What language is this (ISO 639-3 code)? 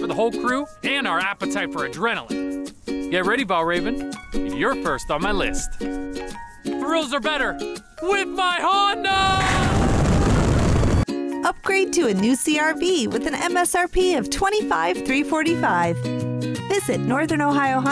eng